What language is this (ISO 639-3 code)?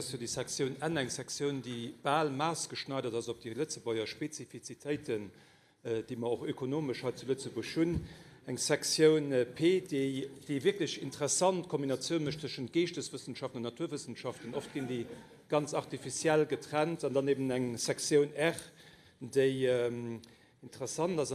ltz